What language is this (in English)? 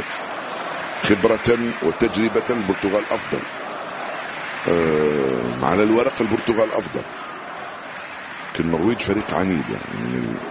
Arabic